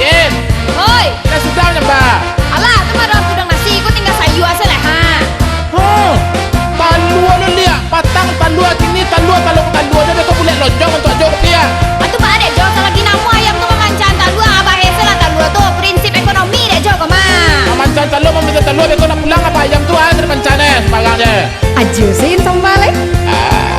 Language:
Minangkabau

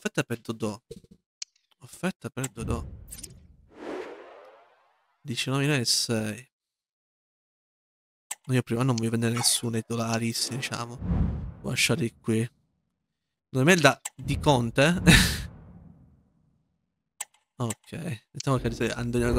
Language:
Italian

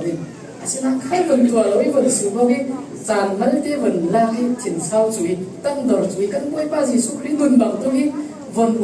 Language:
Falam Chin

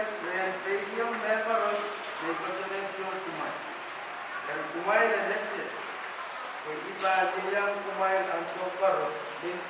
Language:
Pohnpeian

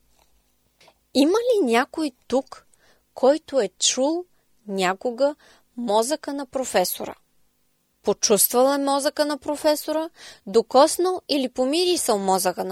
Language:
Bulgarian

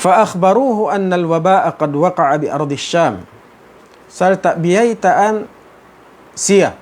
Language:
Tausug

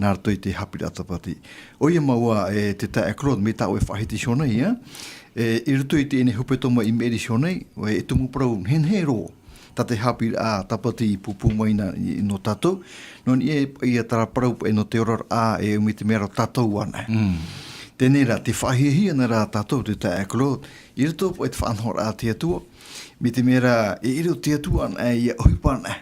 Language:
Tahitian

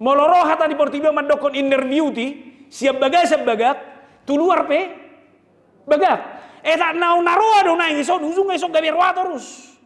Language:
Batak Toba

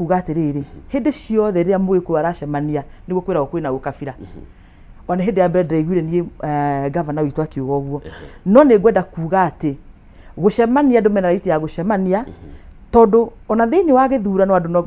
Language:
Kikuyu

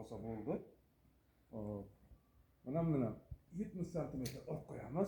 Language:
Uzbek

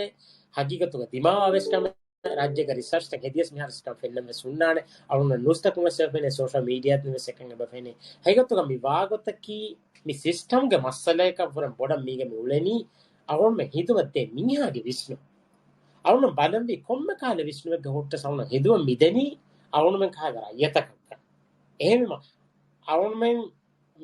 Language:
Divehi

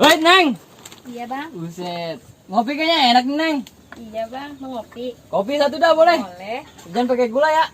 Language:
Betawi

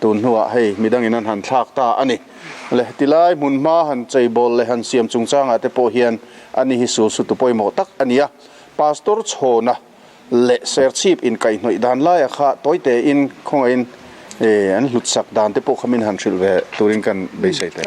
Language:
Mizo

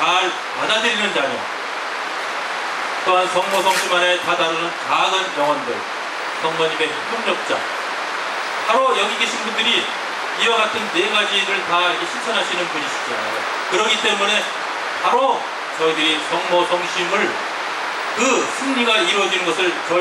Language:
Korean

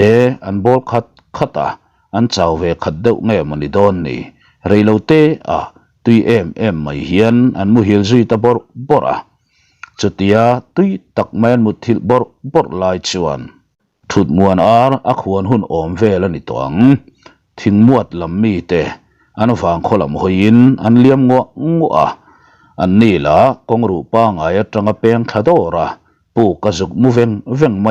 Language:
Mizo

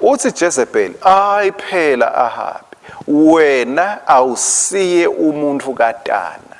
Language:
Swati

